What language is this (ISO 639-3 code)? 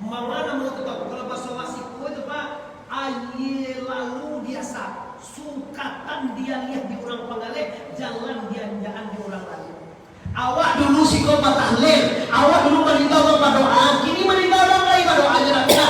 min